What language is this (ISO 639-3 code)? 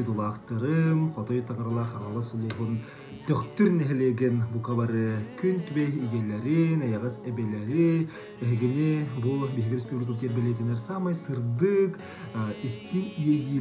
sah